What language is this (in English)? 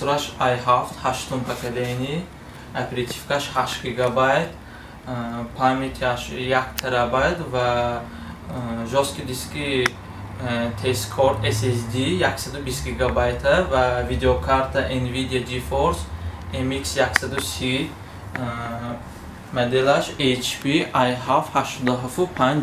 Tajik